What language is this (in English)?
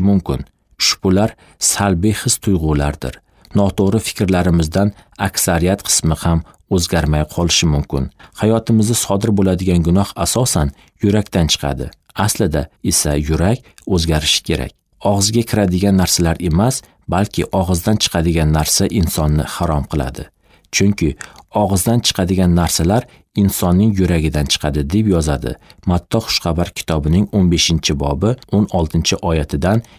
Uzbek